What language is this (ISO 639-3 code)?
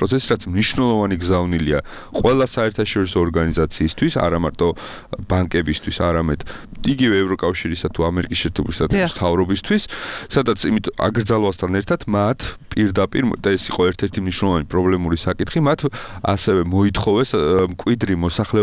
kat